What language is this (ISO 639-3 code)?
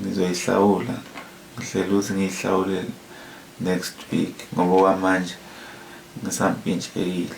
zul